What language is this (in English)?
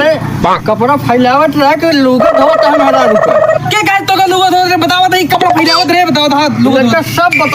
Awadhi